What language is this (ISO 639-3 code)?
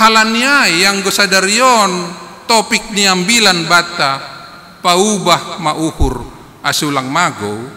bts